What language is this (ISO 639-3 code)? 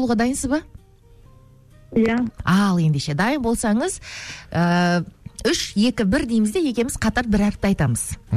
kaz